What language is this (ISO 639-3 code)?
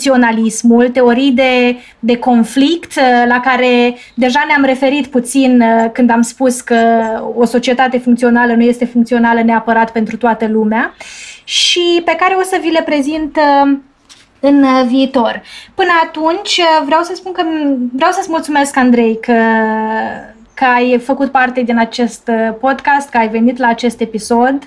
ron